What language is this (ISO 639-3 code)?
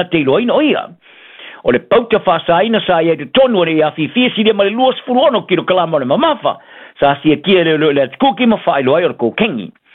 smo